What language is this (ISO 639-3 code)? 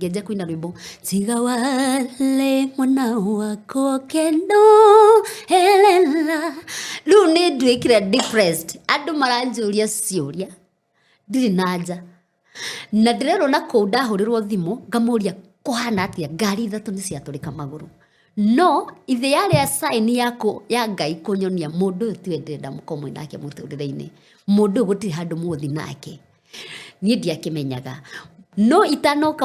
kik